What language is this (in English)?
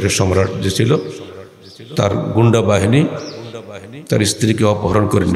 Bangla